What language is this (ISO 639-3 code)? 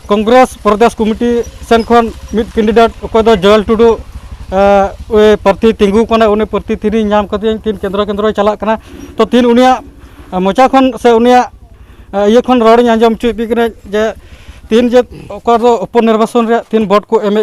sat